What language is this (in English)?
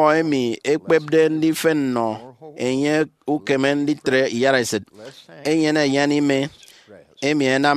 Efik